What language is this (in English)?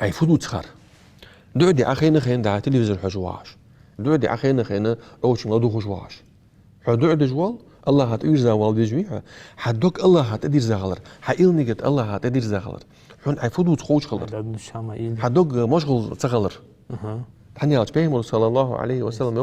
Ingush